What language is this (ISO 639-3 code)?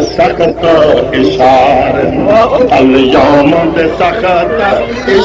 skr